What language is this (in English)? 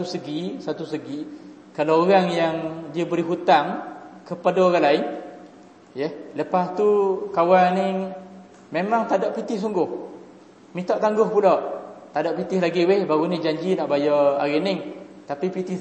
Malay